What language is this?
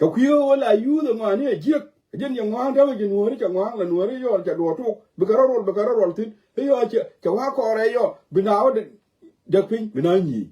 Nuer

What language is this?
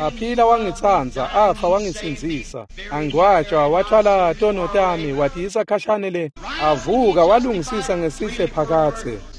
Swati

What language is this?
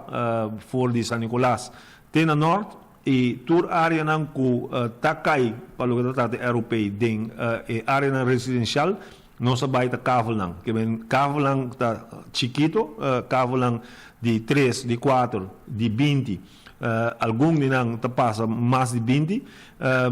Papiamento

